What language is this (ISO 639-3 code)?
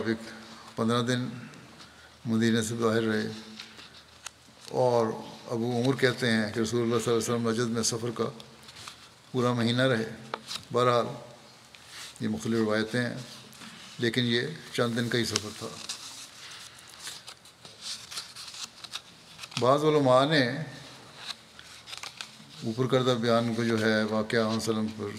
urd